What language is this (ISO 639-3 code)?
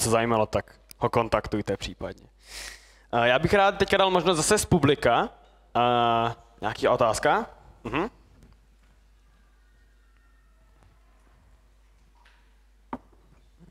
ces